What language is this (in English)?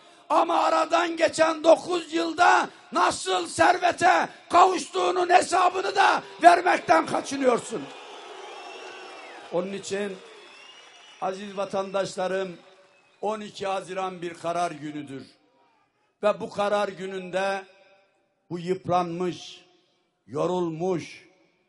Turkish